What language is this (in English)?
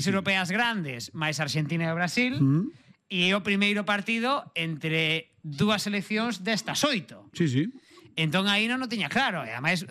Galician